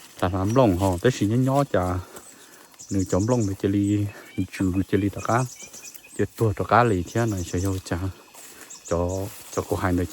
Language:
Hmong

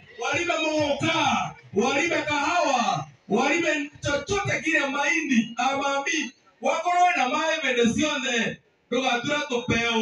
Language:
Swahili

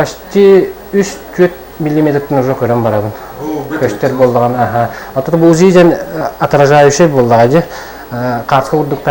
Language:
Yakut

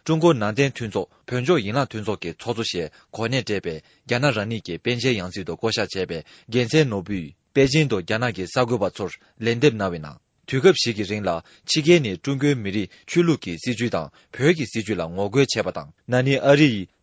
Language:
Tibetan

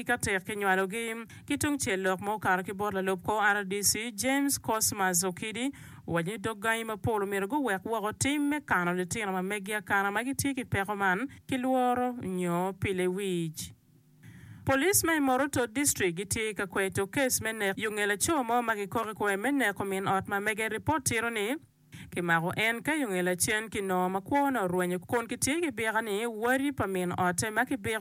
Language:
Acoli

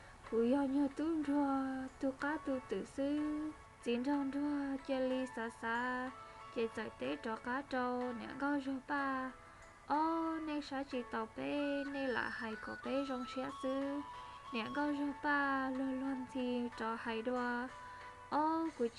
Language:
Hmong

